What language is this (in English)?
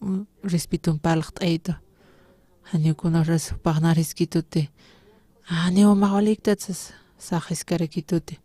Aymara